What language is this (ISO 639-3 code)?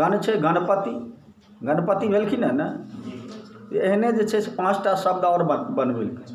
mai